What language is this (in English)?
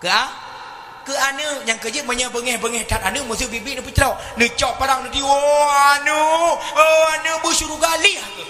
Achinese